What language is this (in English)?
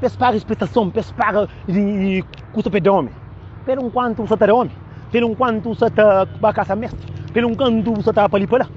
Kabuverdianu